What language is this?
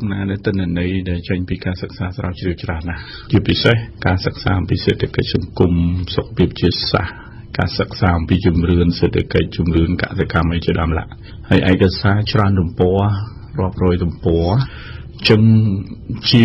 Khmer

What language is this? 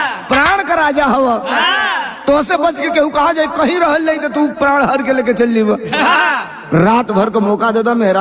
Bhojpuri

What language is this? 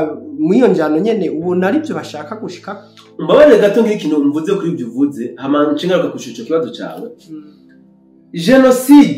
Rundi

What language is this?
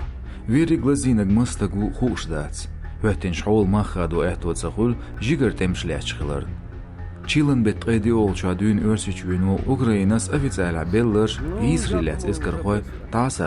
Chechen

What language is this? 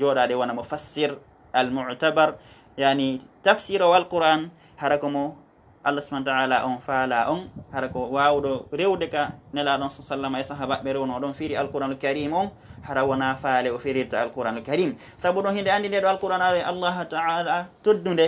Fula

